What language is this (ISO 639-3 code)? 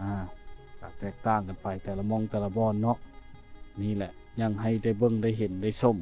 lao